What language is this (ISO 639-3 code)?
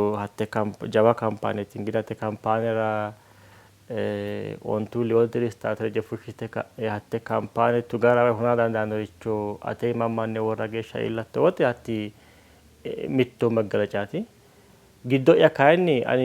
sid